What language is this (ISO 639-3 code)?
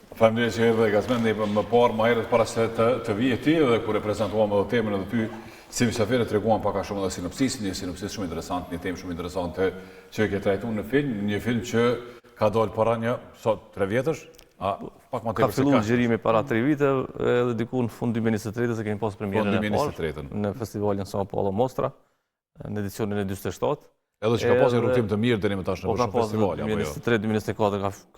sqi